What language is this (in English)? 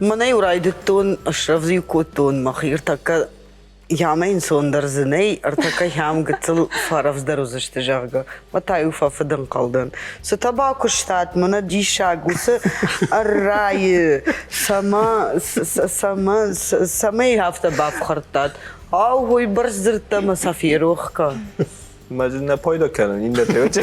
Ossetic